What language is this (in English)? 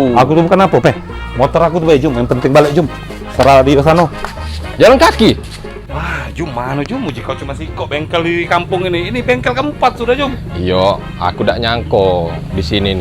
Musi